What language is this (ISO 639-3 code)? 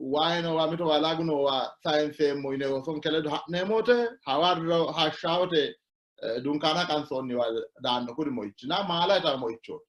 sid